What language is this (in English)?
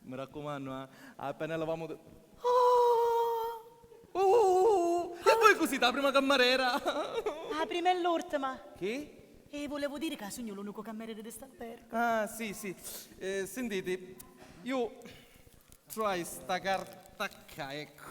Sicilian